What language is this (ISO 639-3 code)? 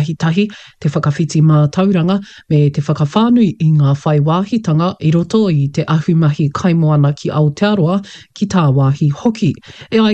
mri